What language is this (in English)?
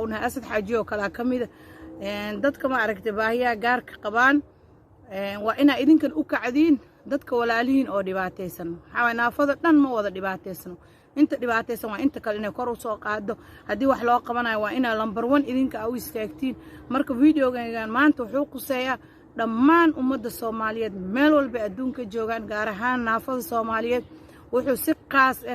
Somali